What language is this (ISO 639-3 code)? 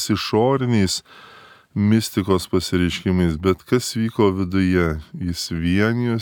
lit